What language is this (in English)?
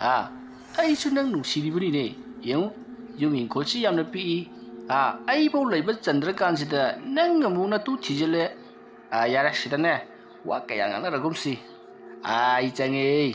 Manipuri